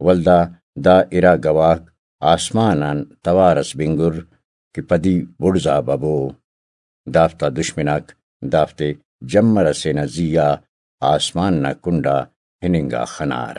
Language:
Brahui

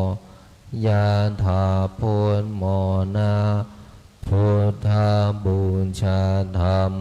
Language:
Pali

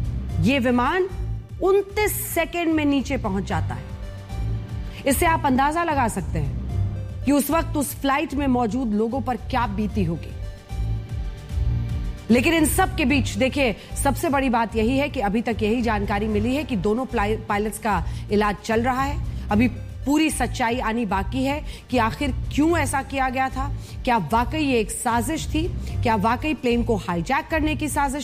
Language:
Hindi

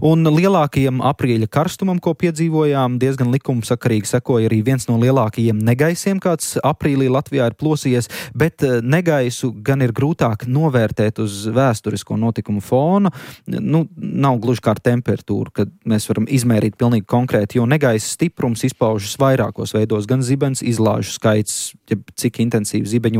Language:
Latvian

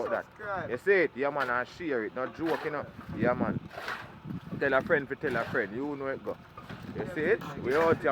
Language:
Jamaican Creole English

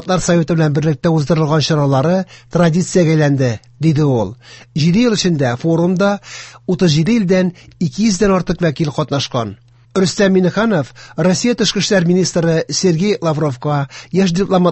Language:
Tatar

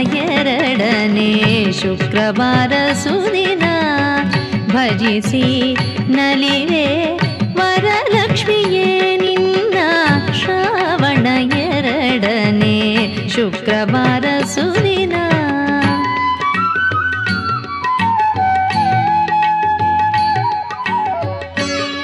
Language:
Kannada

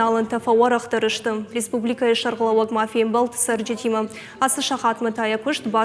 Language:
Ossetic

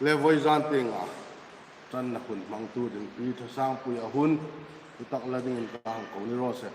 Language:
Hmar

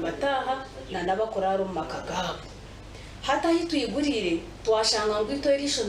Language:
Nyankole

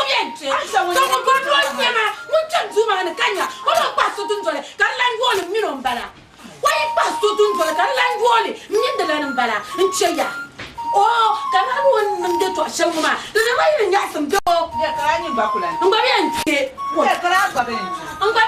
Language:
Dagbani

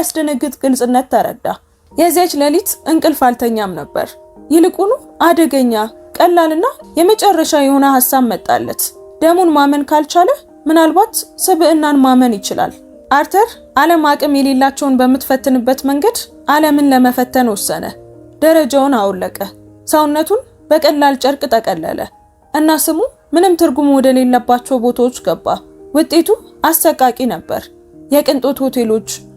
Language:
Amharic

